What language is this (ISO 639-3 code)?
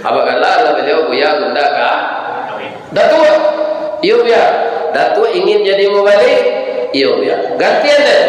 min